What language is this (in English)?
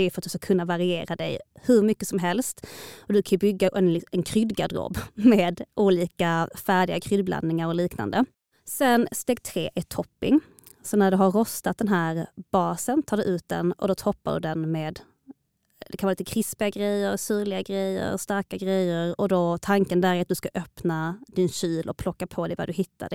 Swedish